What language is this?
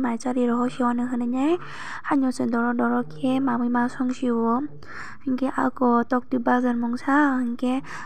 Kok Borok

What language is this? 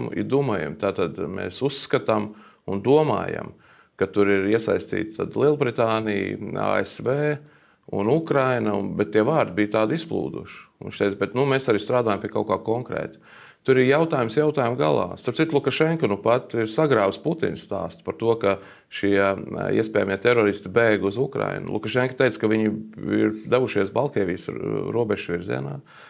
Latvian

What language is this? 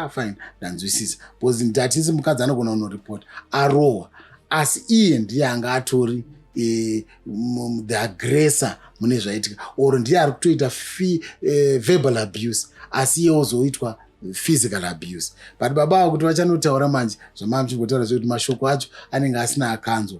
Shona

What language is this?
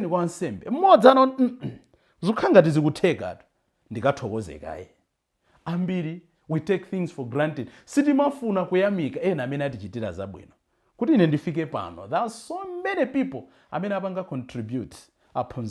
Nyanja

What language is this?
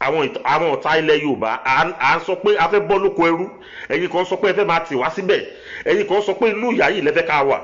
Yoruba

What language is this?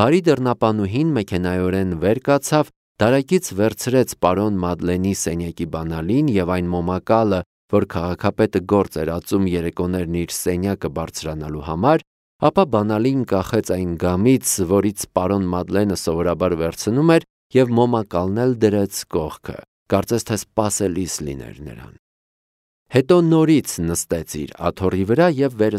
Armenian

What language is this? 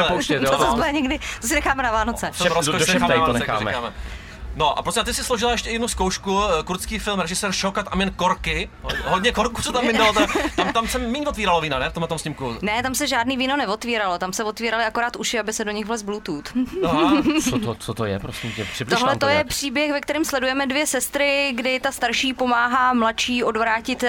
Czech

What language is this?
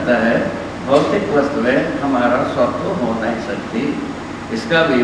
Hindi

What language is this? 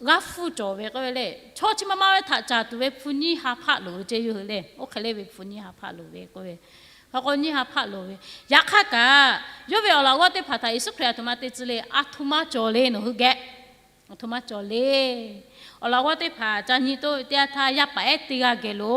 Lahu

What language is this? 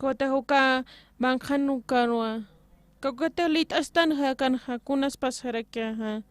Aymara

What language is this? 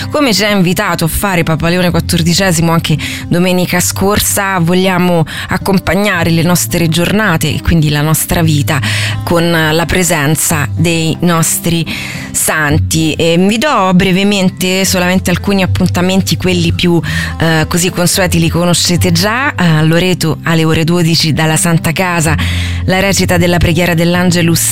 Italian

